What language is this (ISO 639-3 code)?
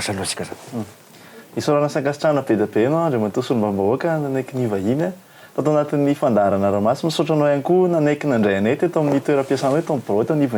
mlg